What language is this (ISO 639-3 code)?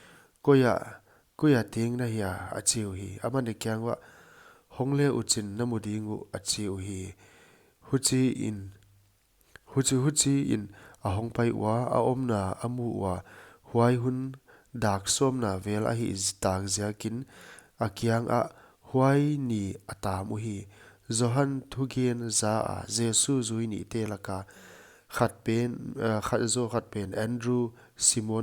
pck